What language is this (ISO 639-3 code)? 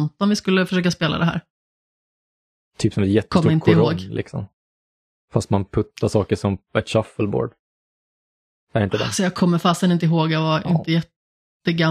swe